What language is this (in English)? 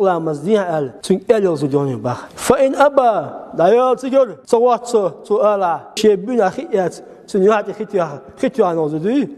Chechen